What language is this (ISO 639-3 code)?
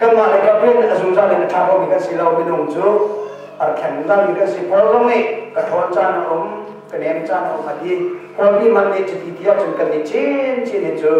cnh